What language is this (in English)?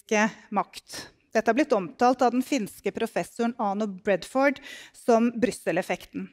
Norwegian